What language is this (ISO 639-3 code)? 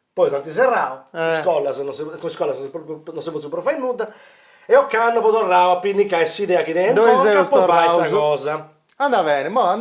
srd